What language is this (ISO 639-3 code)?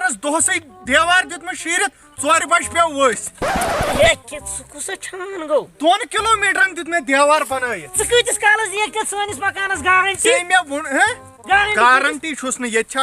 kas